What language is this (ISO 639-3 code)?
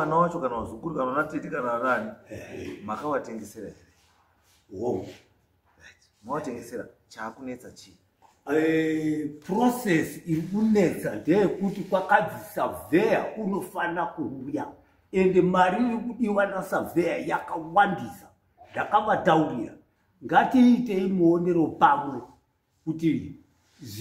sna